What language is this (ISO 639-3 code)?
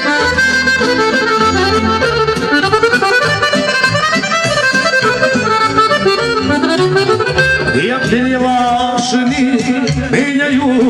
srp